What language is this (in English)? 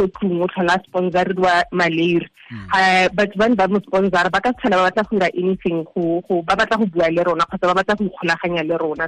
Tswana